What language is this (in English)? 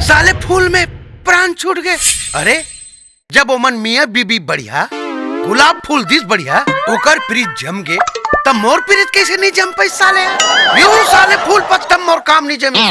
Chhattisgarhi